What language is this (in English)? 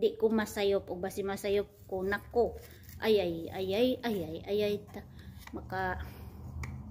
Cebuano